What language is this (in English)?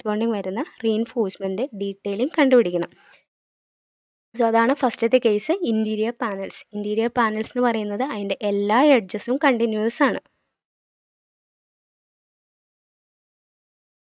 Malayalam